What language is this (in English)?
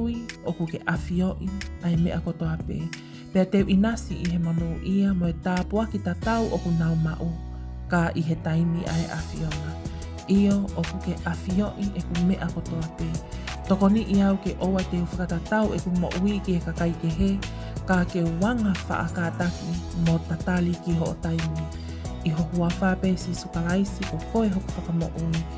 Tongan